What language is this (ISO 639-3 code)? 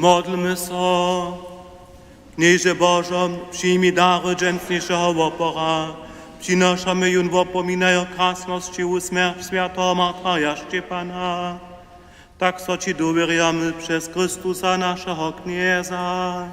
hsb